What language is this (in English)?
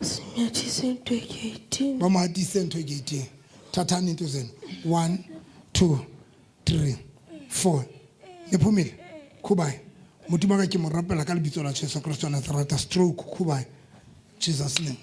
Southern Sotho